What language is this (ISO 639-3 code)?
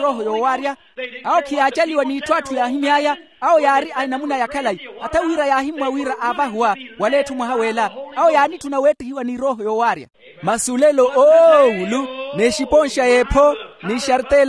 vmw